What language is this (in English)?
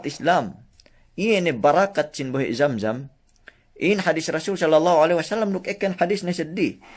Yakan